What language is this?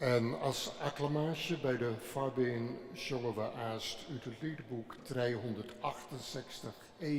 Western Frisian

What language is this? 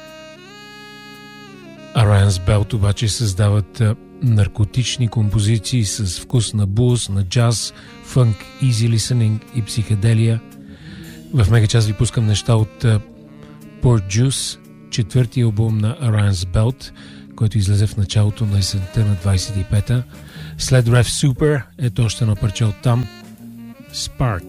Bulgarian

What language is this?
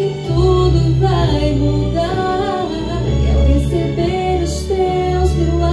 Portuguese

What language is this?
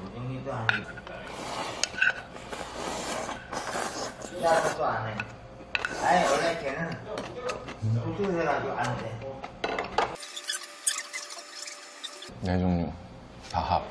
Korean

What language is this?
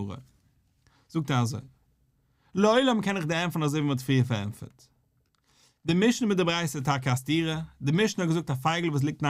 Yiddish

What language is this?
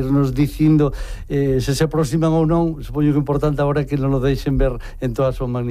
Galician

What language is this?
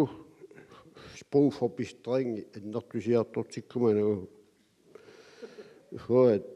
Kalaallisut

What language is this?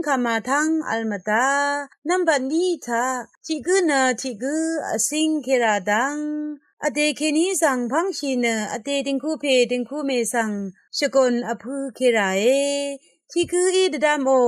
Rawang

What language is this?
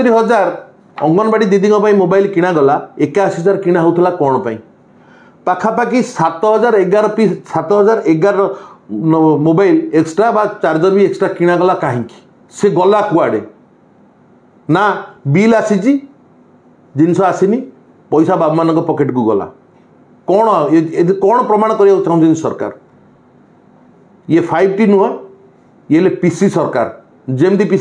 Odia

